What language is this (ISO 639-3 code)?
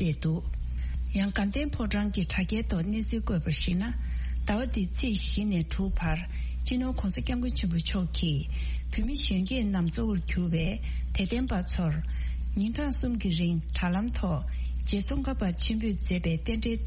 bod